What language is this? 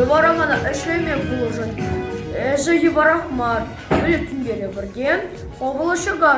Chuvash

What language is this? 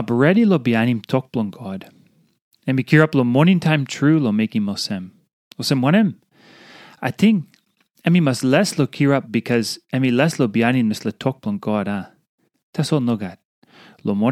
Tok Pisin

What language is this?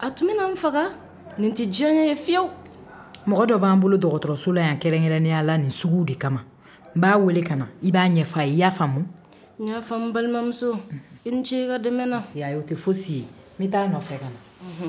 Bambara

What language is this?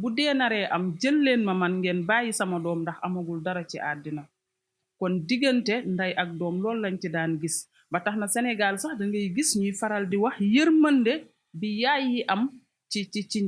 Wolof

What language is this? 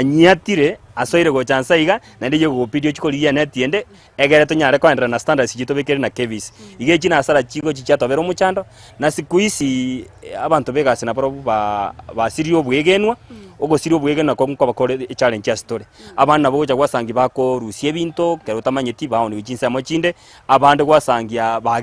Gusii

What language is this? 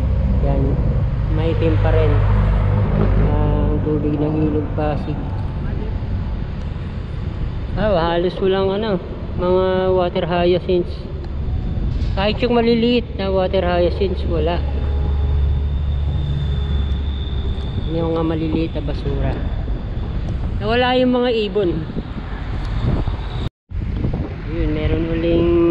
Filipino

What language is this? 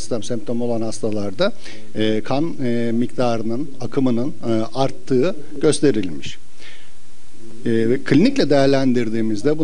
Turkish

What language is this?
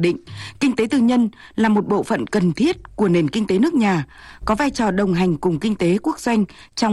Vietnamese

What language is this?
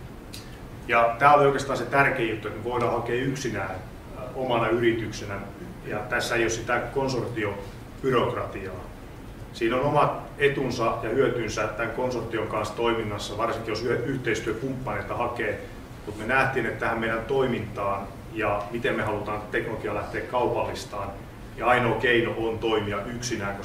Finnish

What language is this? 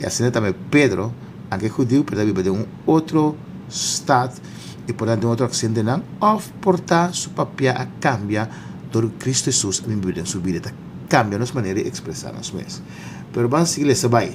Papiamento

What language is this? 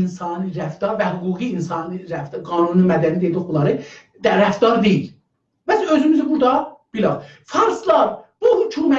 South Azerbaijani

